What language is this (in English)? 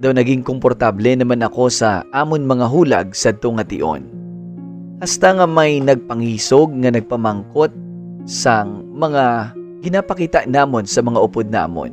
Hiligaynon